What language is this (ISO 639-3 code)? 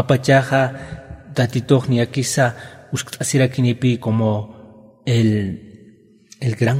aym